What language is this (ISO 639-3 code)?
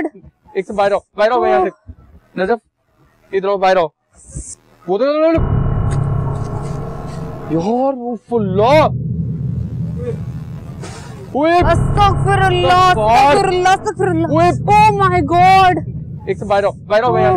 hin